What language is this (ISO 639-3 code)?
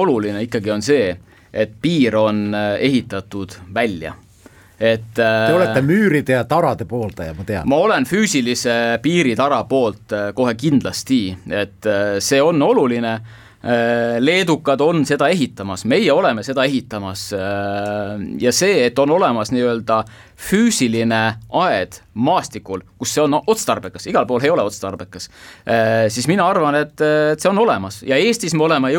est